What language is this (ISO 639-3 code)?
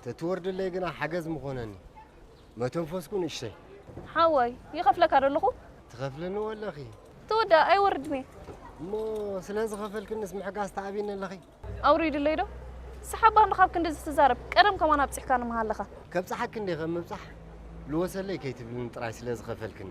tir